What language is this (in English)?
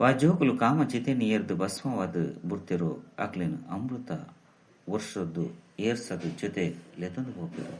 Tulu